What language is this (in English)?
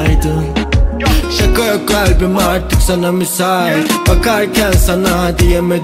Turkish